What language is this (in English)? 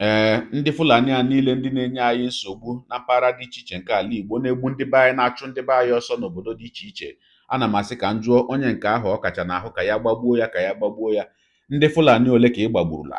Igbo